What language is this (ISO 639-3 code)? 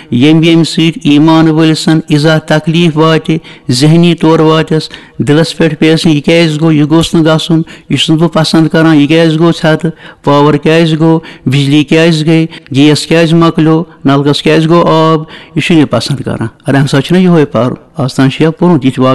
kas